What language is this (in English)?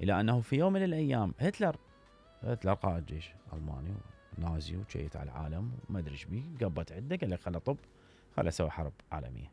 Mesopotamian Arabic